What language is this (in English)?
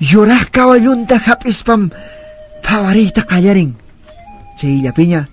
Quechua